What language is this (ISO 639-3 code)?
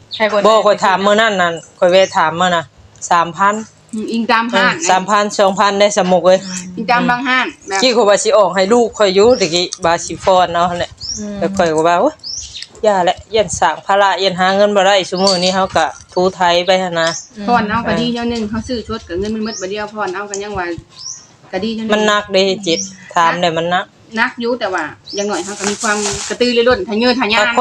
tts